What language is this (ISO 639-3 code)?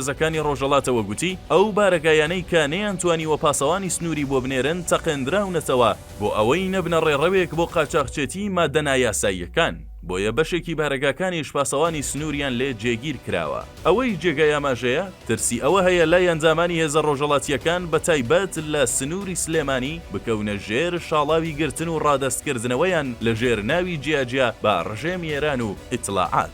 ckb